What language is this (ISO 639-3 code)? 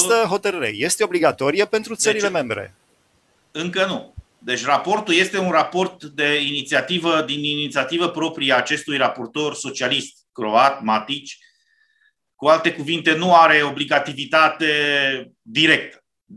ron